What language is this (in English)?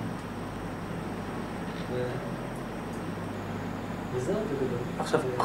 Hebrew